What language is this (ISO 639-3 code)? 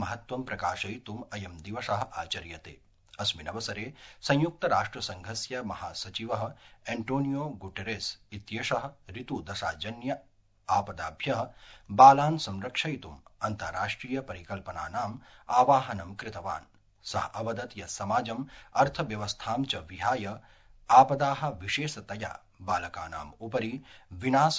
san